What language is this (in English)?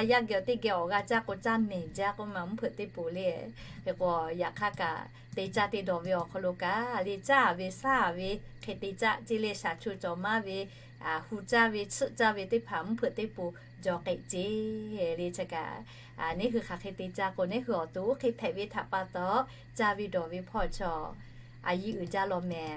Lahu